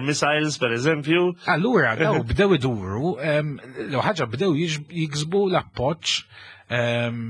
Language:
Maltese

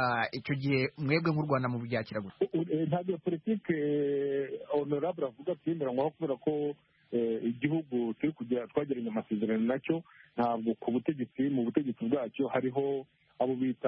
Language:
Kinyarwanda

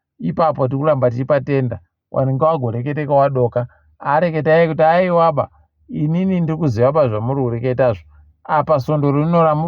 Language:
Ndau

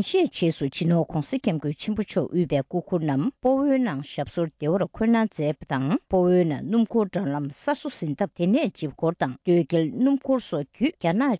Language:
Tibetan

